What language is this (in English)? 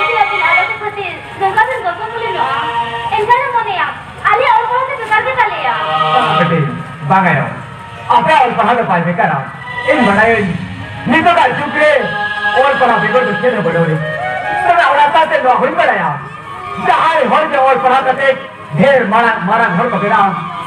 Santali